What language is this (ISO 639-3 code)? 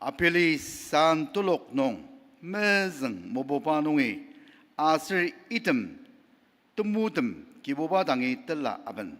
njo